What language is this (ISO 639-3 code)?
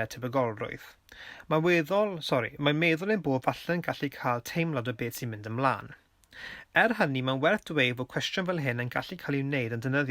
cym